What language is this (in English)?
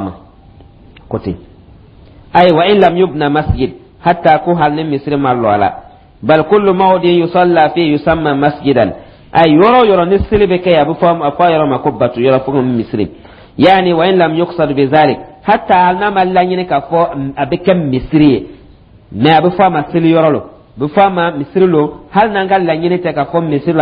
Dyula